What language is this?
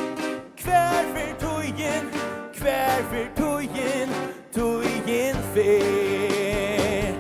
Faroese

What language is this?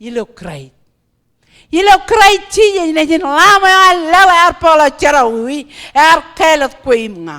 Marshallese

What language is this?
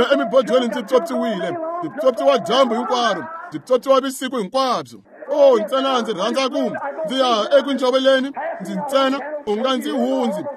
Tsonga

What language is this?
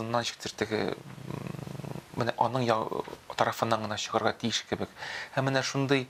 Tatar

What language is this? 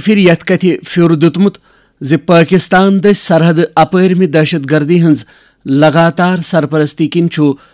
Kashmiri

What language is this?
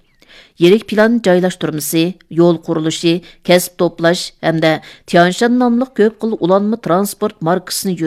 Uyghur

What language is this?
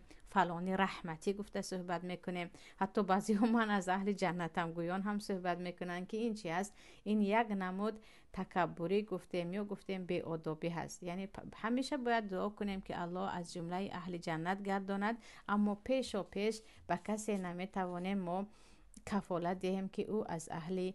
Tajik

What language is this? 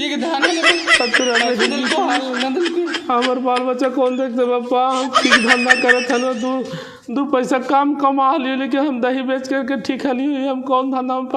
Magahi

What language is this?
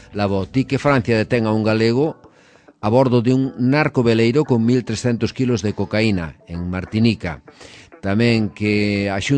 Galician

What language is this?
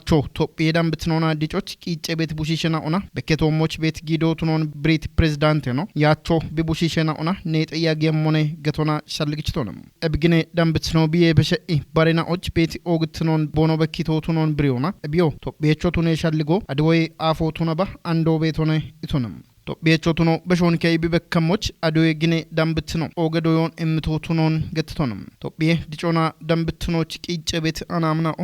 Kafa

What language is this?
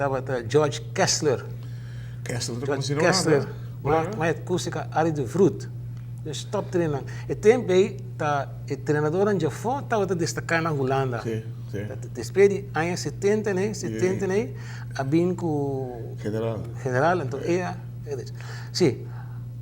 Papiamento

